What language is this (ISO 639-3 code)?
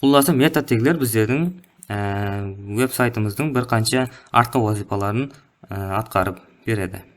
kaa